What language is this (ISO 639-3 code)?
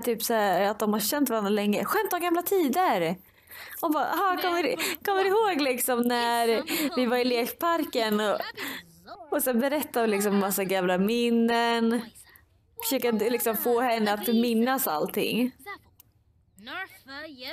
swe